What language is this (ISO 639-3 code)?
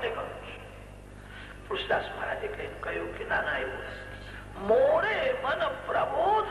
guj